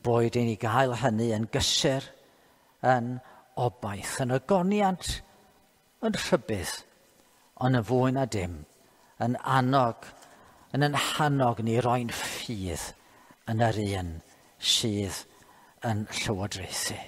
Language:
Welsh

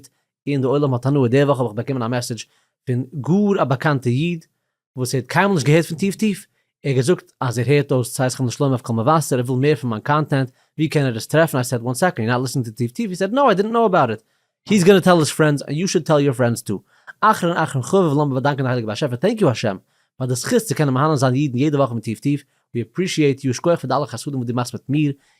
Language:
Yiddish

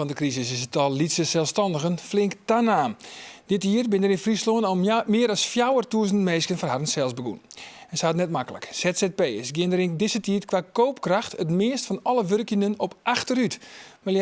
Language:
Western Frisian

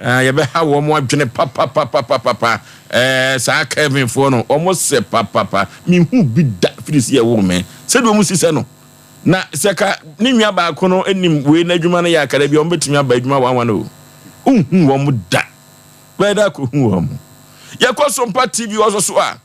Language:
Akan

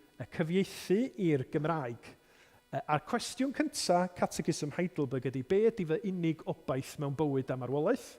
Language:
Welsh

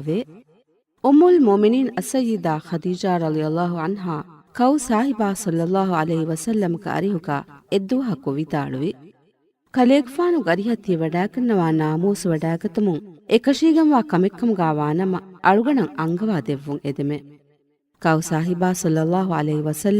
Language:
Divehi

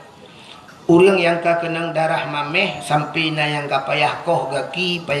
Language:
Achinese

